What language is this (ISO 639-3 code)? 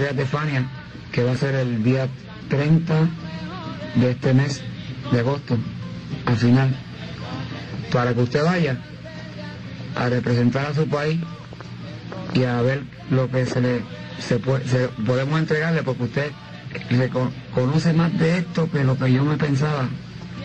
spa